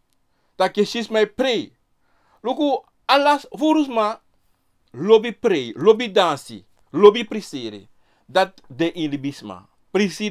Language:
Sranan Tongo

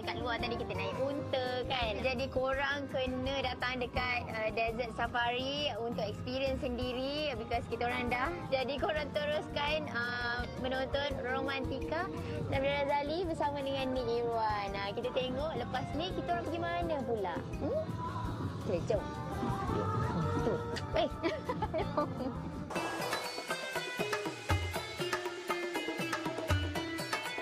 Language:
Malay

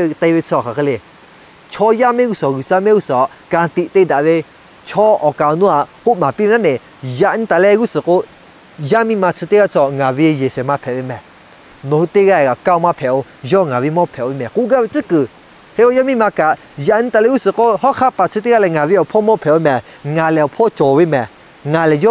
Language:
Lahu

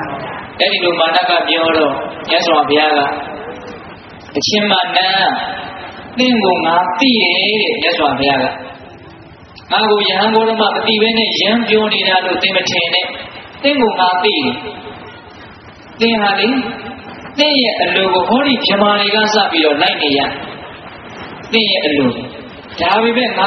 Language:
Burmese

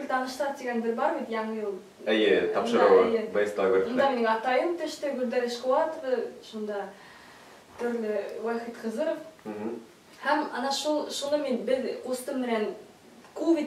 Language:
Bashkir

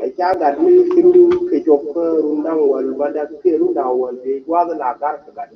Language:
Nuer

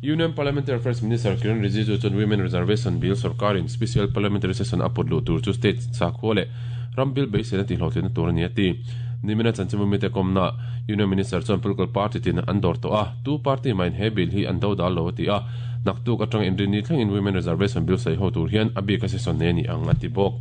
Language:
Mizo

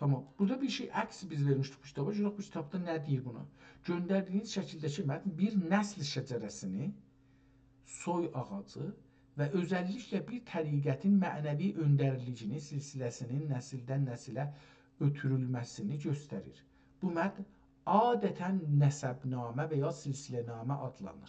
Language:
South Azerbaijani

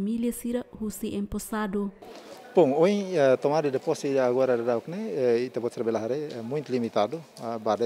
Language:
Tetum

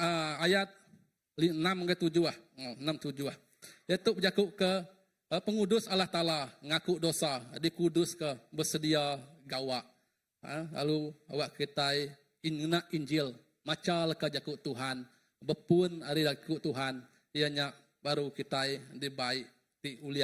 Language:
Iban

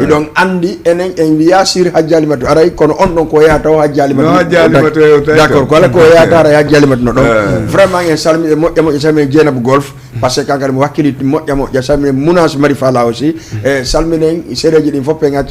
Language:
Fula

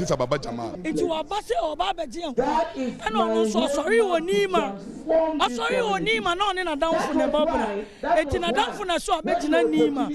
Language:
Akan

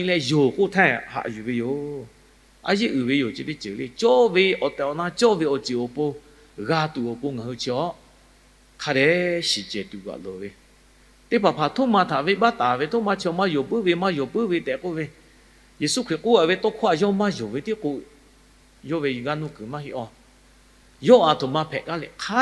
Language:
Lahu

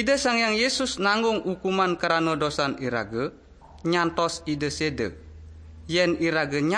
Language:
Balinese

